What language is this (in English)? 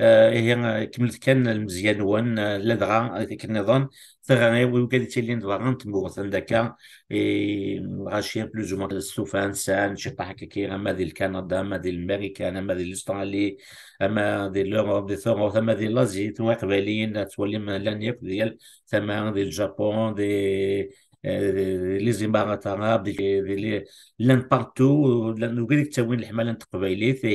Kabyle